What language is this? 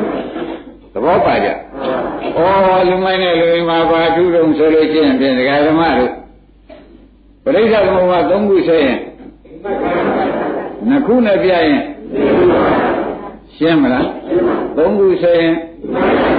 Burmese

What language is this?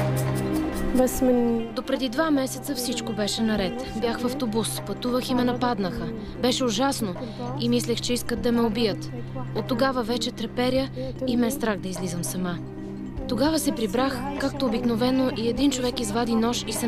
Bulgarian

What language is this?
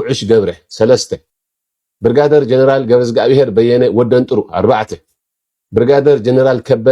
Tigrinya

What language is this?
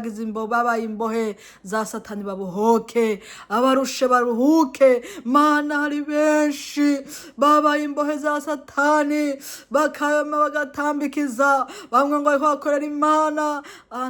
Rundi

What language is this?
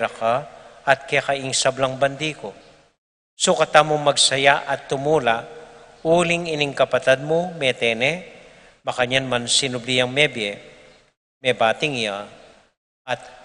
Pampanga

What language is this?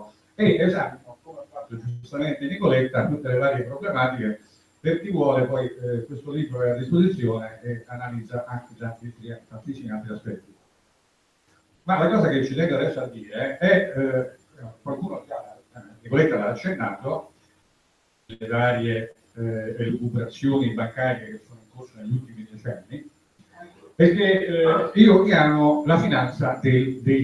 Italian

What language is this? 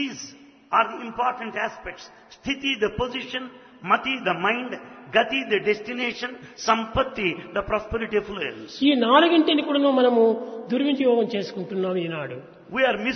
Telugu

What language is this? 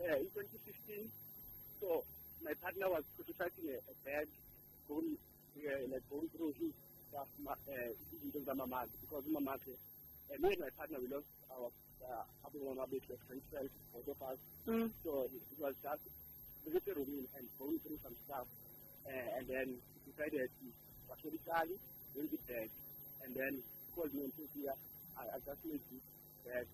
South Ndebele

